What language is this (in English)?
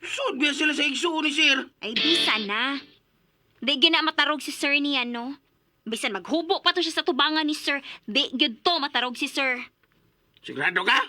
Cebuano